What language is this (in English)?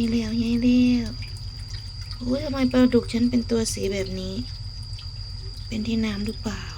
Lao